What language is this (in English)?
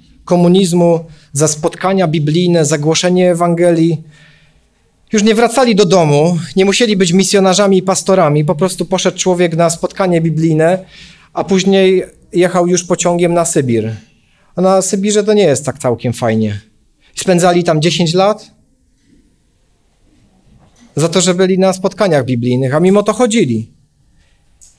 Polish